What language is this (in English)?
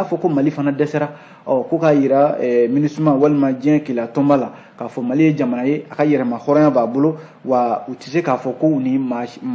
Bambara